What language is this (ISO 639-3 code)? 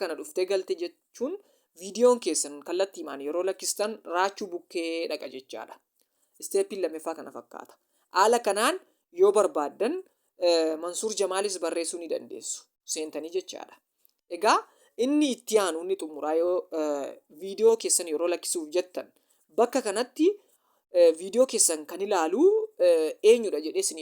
orm